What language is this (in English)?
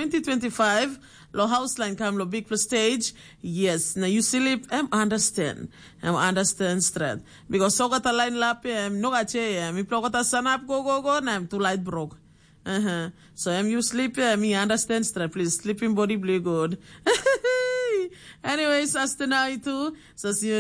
Tok Pisin